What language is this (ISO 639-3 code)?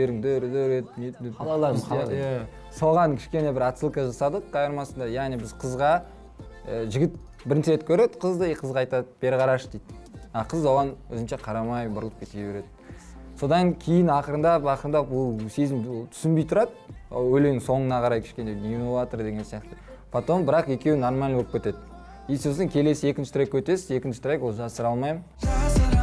kaz